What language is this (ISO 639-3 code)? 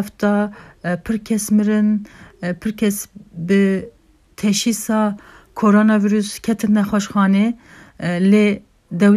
kur